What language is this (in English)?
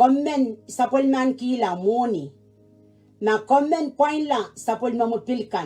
Pohnpeian